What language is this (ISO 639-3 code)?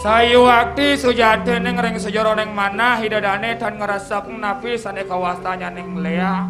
ban